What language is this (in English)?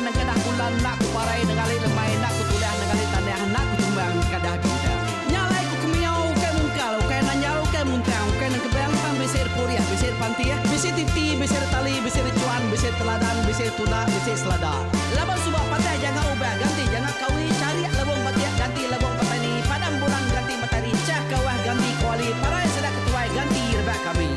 Iban